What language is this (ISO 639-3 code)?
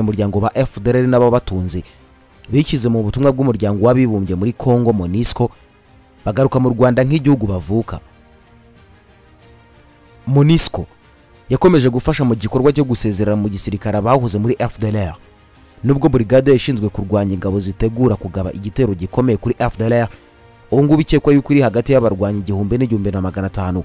kin